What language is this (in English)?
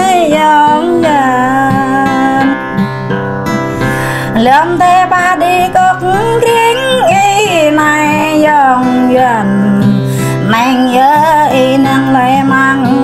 Vietnamese